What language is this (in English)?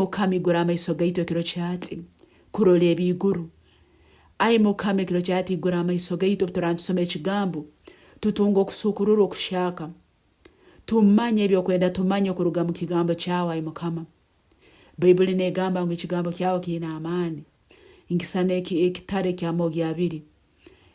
Nyoro